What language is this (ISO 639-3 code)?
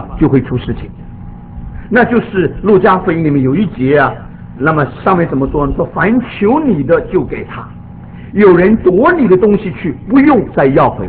zho